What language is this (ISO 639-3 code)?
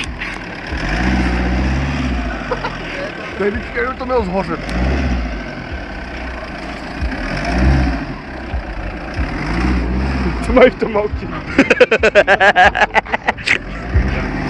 ces